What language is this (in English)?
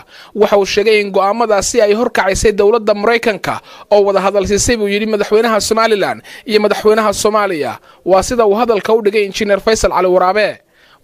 Somali